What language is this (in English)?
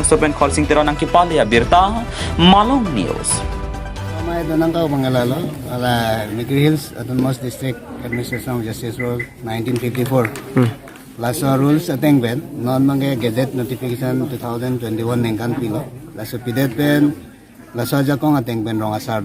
Karbi